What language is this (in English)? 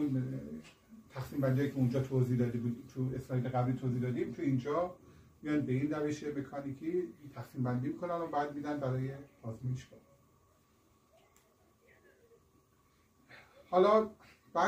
Persian